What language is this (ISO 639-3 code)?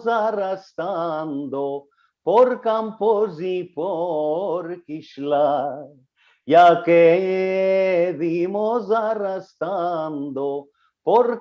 lad